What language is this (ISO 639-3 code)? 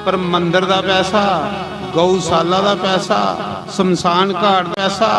doi